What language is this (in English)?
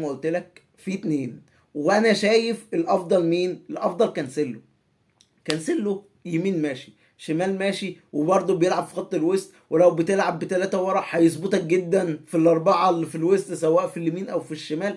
Egyptian Arabic